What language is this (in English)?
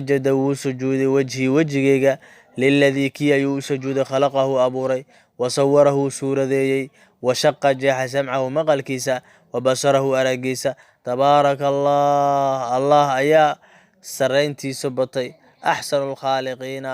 Somali